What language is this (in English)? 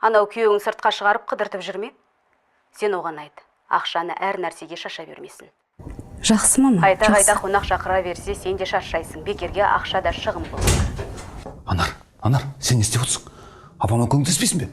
Kazakh